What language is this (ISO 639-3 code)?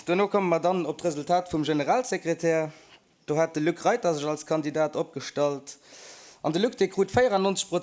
ltz